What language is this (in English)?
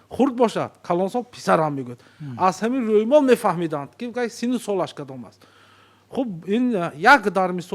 Tajik